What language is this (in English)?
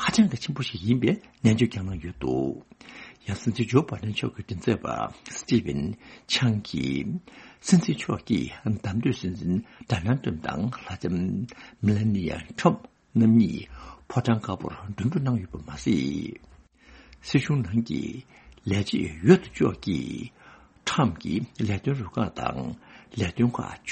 Tibetan